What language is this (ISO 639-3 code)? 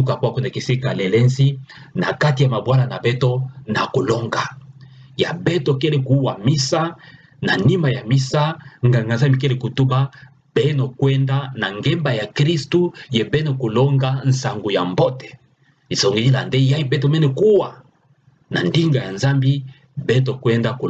ktu